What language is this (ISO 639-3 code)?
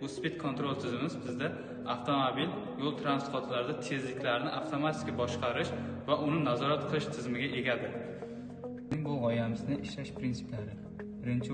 uzb